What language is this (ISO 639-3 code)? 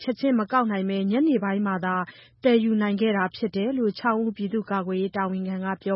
mya